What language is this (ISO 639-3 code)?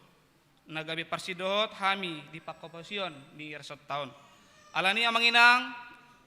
bbc